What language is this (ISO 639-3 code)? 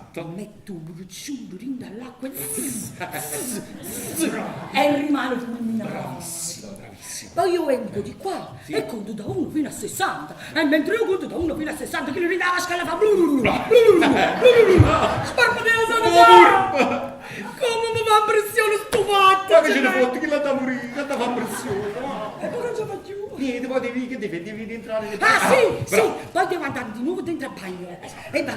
nap